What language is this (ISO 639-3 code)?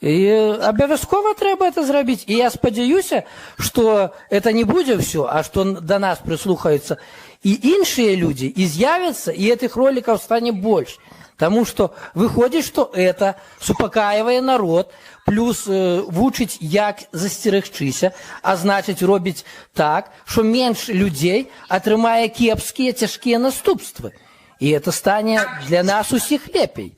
bel